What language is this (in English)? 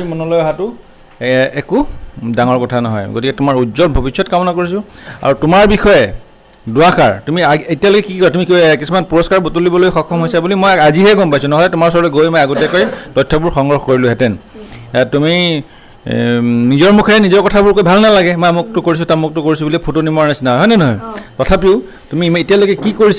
Assamese